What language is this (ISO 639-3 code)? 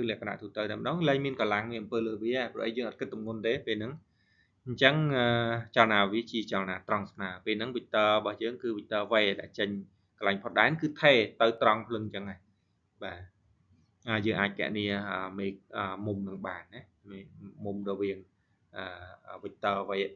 khm